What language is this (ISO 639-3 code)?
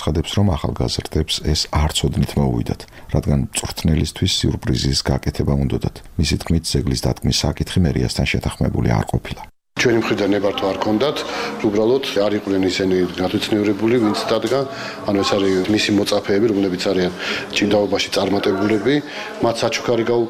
kat